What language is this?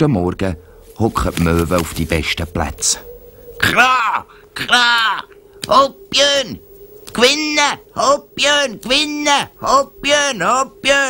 Swiss German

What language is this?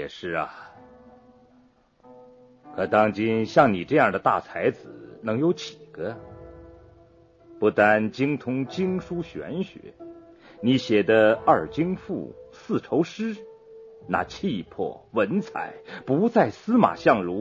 Chinese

